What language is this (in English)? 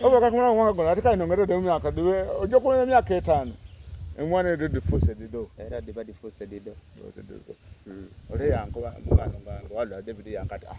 Soga